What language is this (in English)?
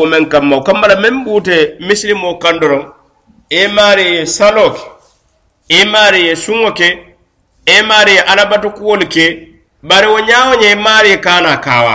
Mandingo